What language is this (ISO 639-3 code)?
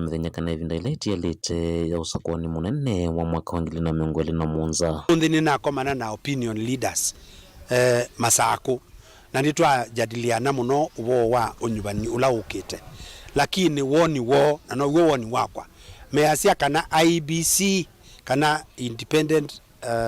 kam